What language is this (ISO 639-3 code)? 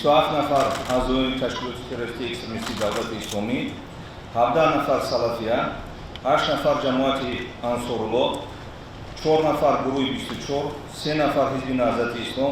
tgk